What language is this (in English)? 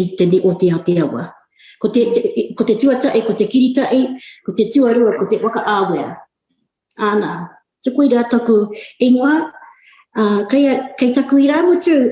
Māori